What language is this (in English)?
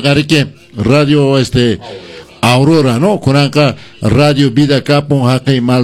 Quechua